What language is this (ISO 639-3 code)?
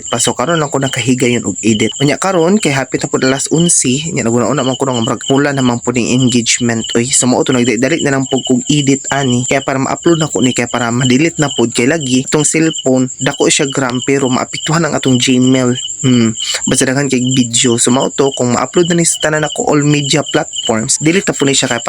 ceb